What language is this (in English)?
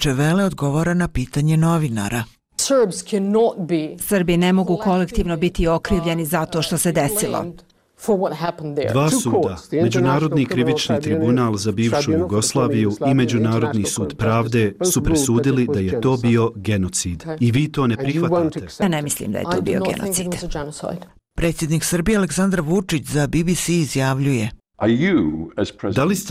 Bosnian